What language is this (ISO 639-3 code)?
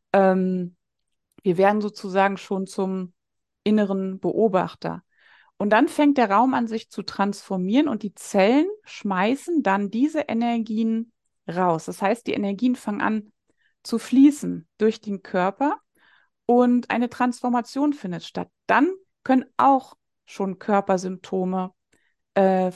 deu